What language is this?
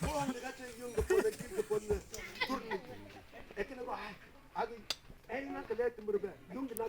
Mabaan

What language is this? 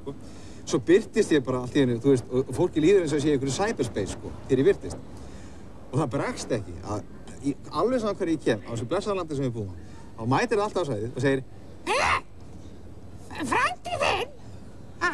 Icelandic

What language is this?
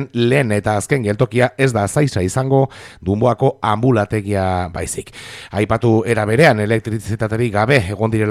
Basque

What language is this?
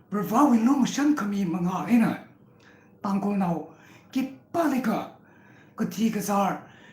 Tangkhul Naga (India)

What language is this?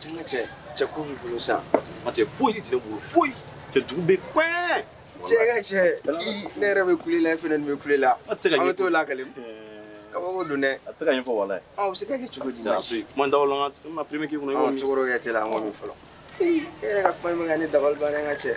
Bambara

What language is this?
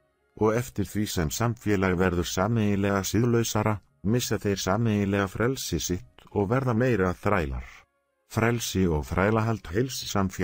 Icelandic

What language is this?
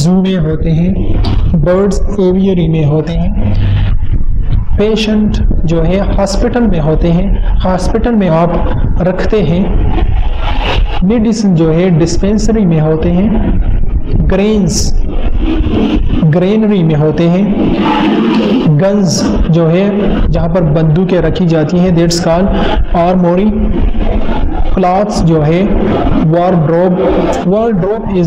Hindi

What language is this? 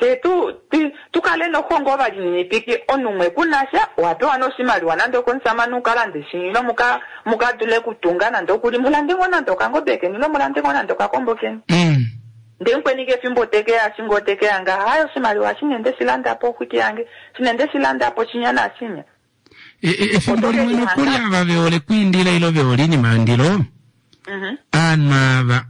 Kuanyama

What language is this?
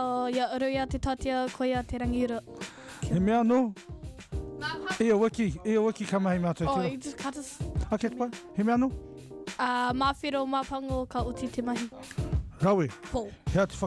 Māori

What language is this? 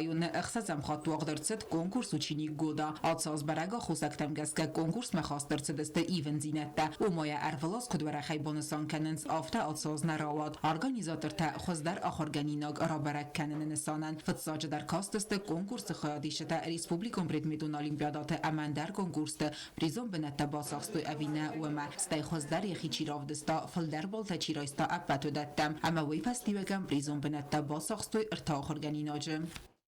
Ossetic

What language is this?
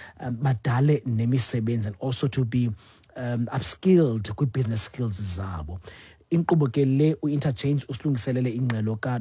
Xhosa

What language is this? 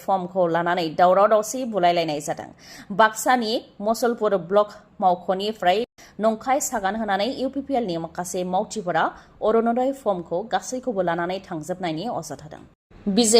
Bodo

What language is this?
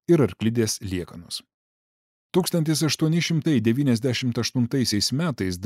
Lithuanian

